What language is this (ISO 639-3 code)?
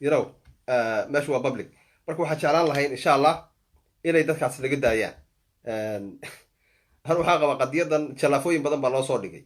som